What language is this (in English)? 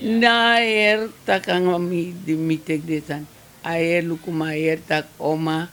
Sranan Tongo